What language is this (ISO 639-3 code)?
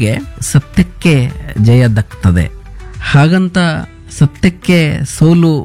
kan